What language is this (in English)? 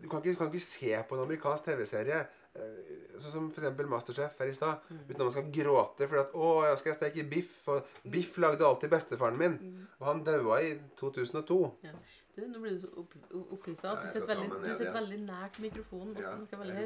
Norwegian